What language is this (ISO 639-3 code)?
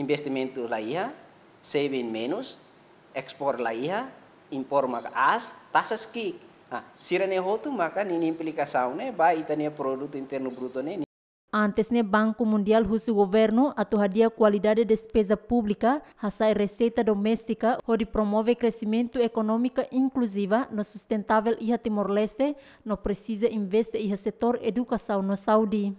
tet